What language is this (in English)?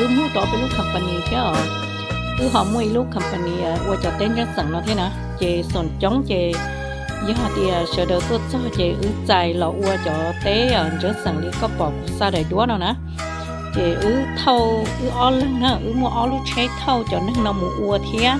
Hmong